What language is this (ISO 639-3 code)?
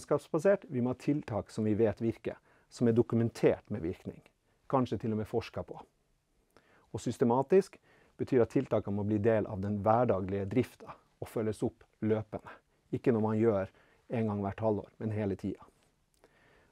nor